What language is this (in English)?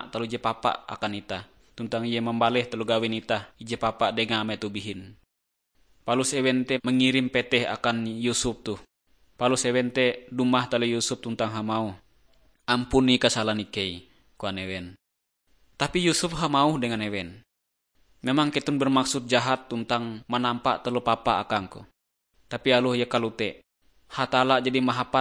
Ngaju